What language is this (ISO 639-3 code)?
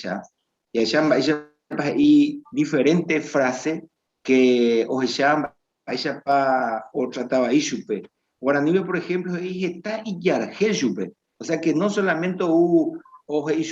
grn